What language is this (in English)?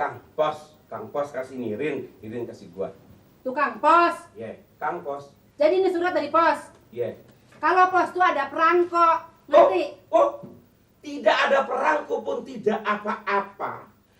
Betawi